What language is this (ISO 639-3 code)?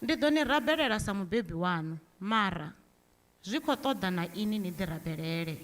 ven